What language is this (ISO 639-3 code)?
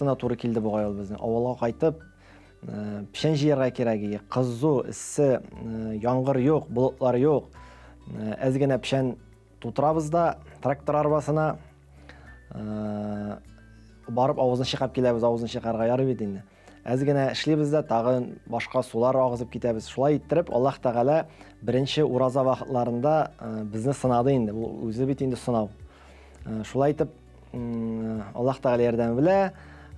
tat